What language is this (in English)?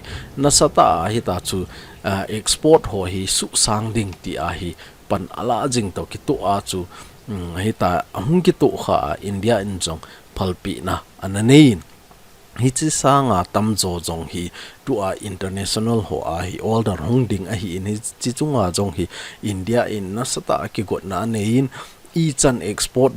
Thado Chin